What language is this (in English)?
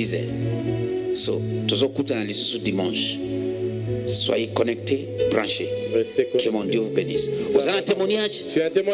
French